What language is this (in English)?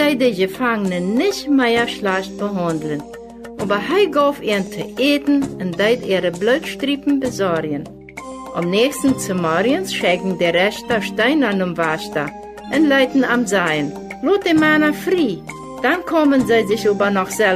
Plautdietsch